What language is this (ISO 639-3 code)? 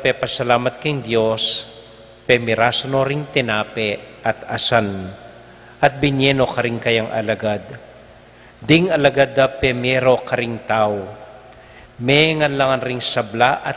pam